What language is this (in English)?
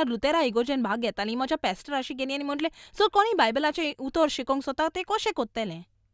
Konkani